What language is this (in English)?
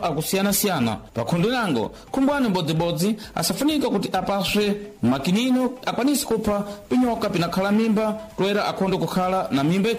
Sena